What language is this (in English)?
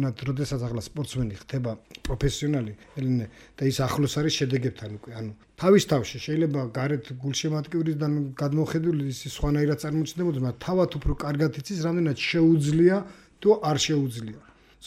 Georgian